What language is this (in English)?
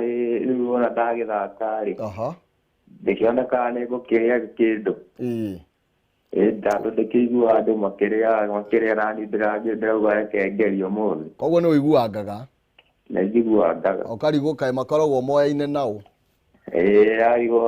Kikuyu